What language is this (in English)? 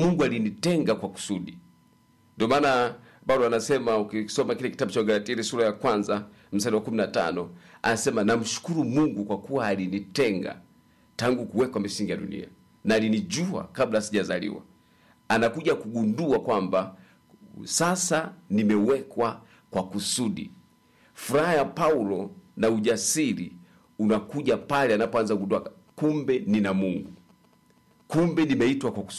Swahili